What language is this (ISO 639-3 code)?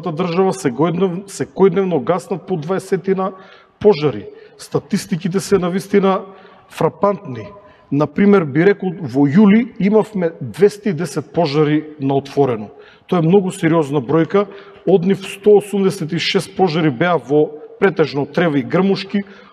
mkd